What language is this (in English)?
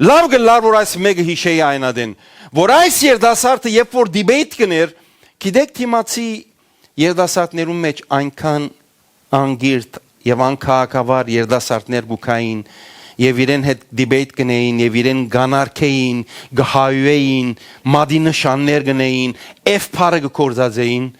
Western Armenian